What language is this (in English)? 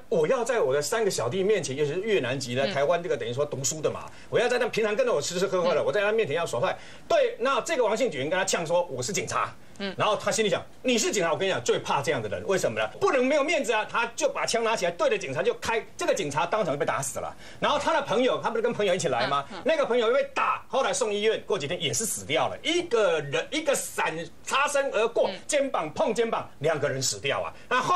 Chinese